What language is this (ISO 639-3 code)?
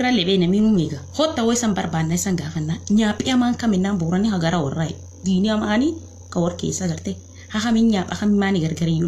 orm